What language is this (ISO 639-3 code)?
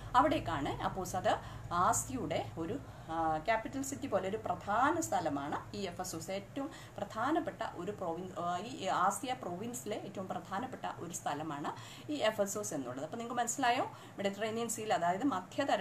mal